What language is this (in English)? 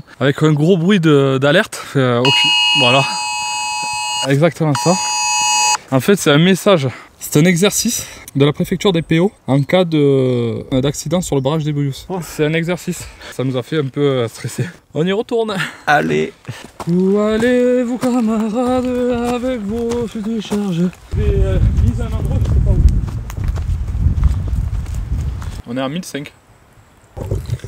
French